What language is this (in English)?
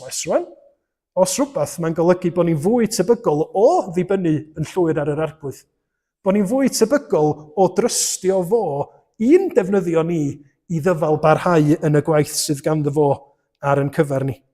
Welsh